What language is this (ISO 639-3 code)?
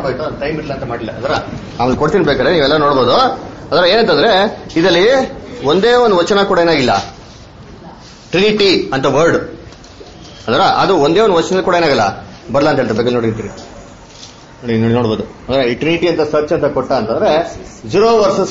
kan